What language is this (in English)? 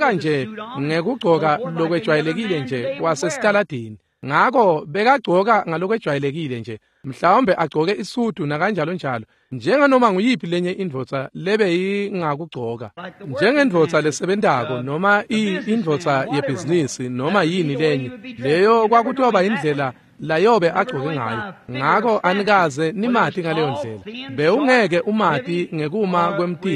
Swati